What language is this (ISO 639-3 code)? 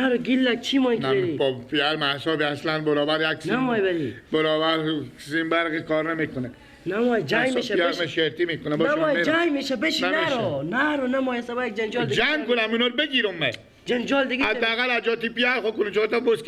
fas